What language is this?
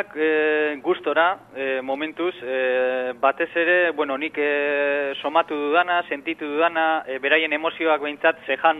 Basque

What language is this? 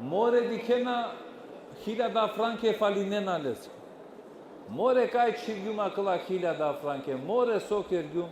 Balkan Romani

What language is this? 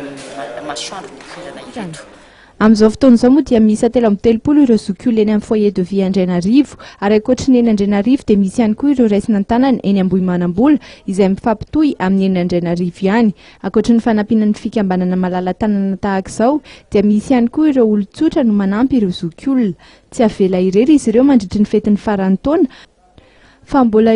Malagasy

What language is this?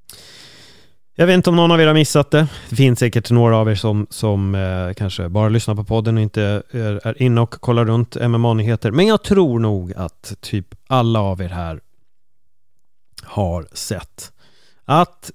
Swedish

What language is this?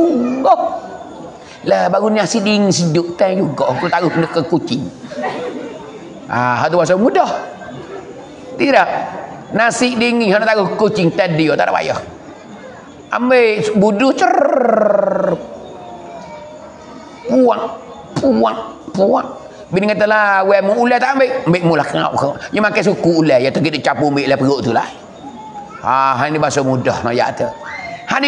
Pattani Malay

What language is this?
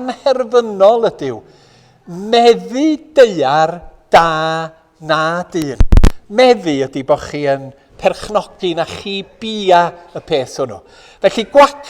Welsh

